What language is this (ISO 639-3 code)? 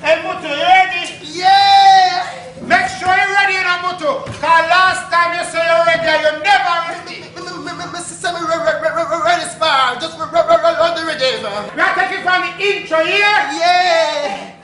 jam